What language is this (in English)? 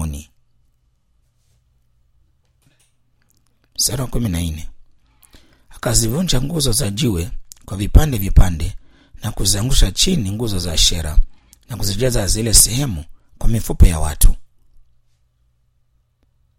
Swahili